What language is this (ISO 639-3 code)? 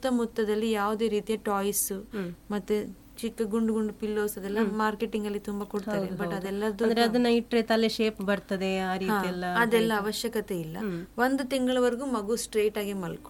kan